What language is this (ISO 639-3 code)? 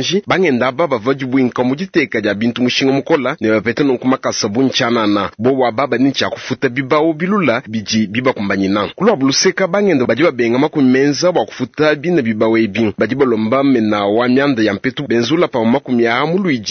lua